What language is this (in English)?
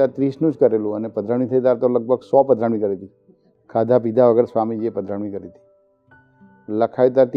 Gujarati